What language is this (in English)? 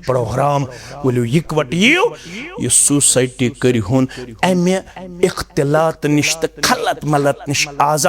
Kashmiri